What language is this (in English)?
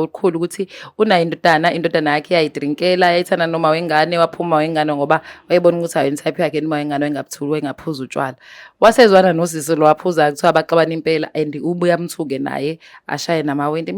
Zulu